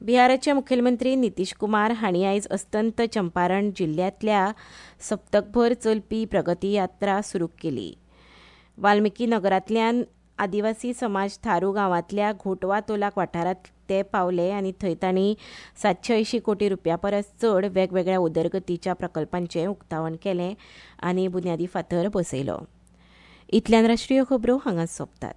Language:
Konkani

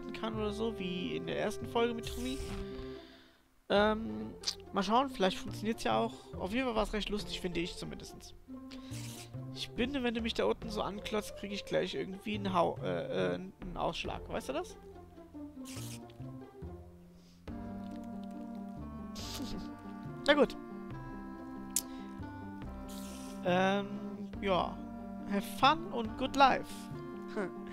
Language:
German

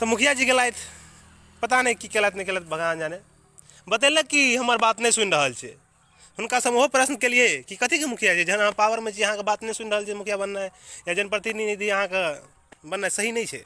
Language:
Maithili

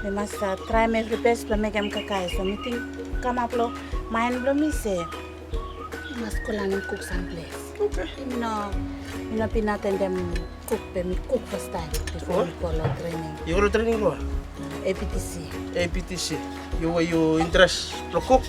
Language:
Bislama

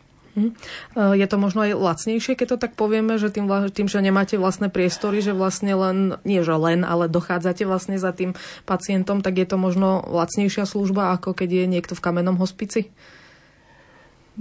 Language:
Slovak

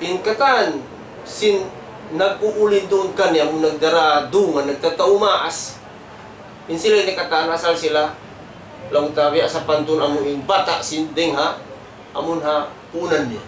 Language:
Tausug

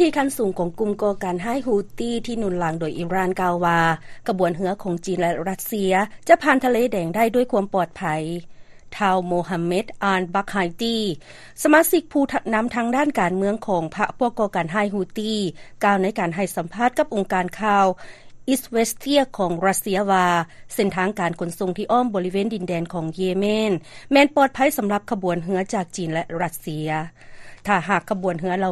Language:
Lao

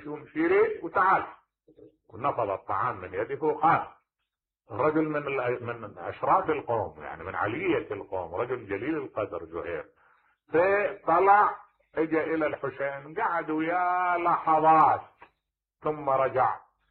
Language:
Mesopotamian Arabic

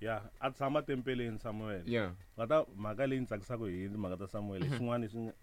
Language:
Tsonga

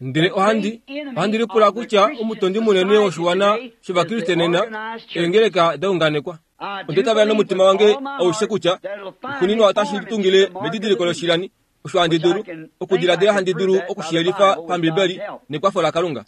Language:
Kuanyama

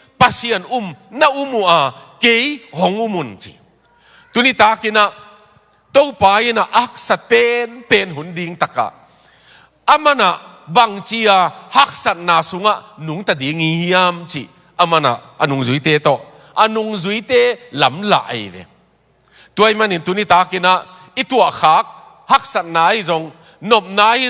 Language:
Tedim Chin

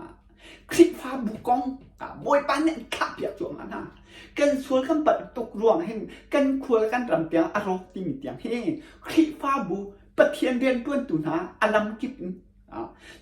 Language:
Hakha Chin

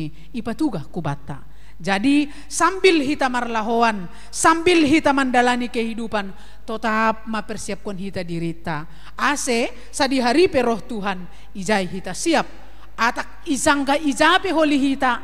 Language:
Batak Simalungun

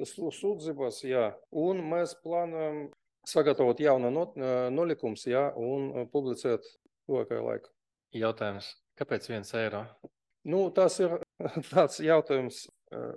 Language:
Latvian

